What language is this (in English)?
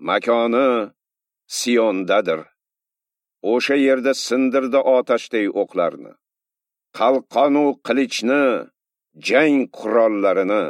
Uzbek